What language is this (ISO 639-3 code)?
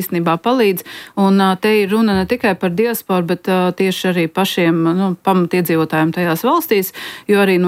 lav